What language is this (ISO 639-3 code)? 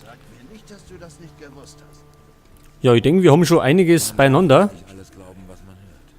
bar